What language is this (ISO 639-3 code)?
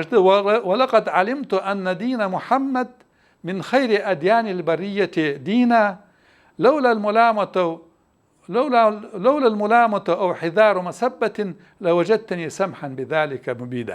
inh